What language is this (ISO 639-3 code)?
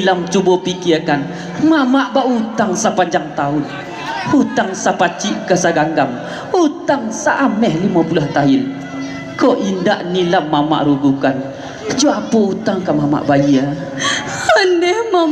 min